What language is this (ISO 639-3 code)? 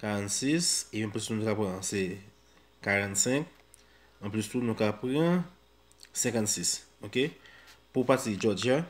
hat